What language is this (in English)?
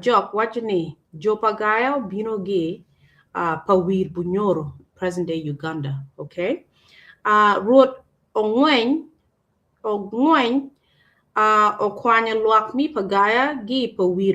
Acoli